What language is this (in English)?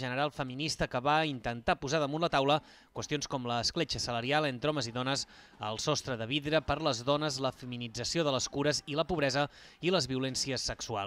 Catalan